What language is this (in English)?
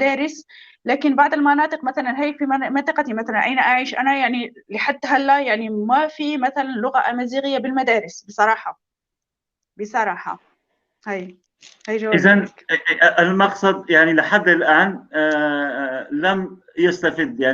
North Levantine Arabic